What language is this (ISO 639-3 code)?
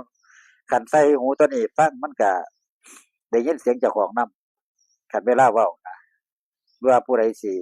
tts